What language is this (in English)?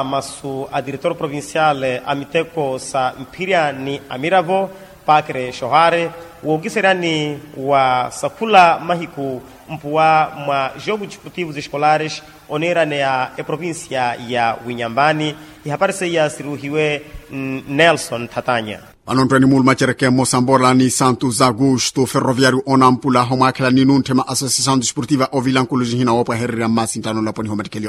Makhuwa